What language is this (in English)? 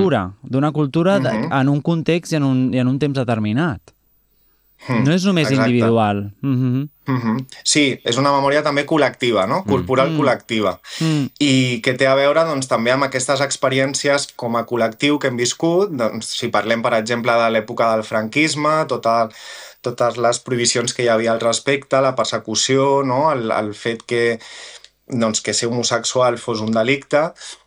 Catalan